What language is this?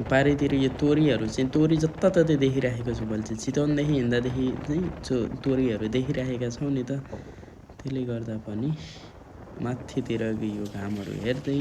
Nepali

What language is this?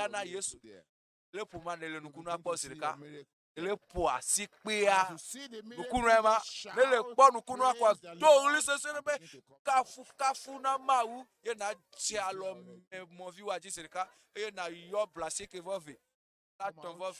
Ewe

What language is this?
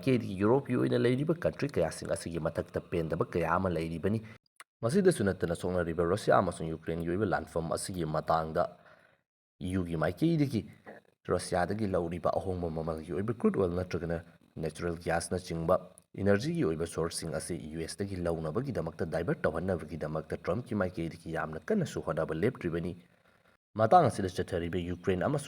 Manipuri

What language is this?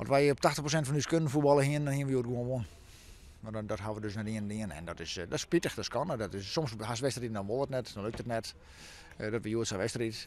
Western Frisian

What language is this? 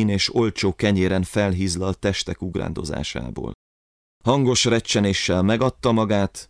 Hungarian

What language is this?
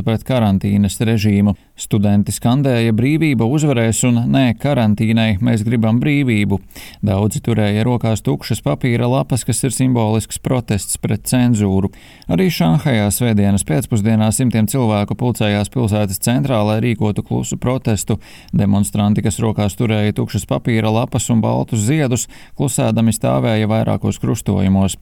Latvian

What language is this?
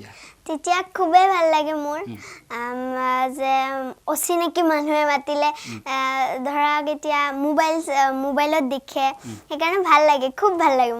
Assamese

